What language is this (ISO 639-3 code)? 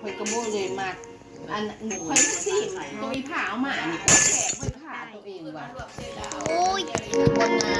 lao